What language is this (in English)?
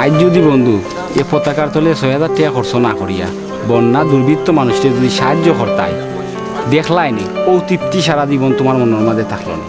Sylheti